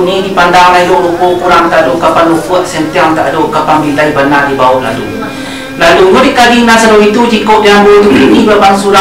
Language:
Minangkabau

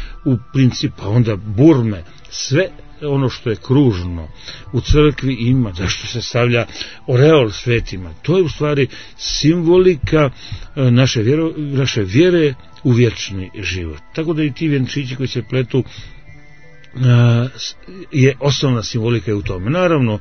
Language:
Croatian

